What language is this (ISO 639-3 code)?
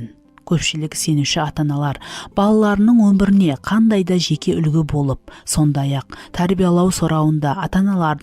kaa